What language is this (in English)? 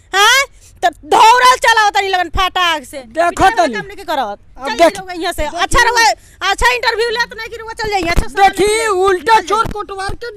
Bhojpuri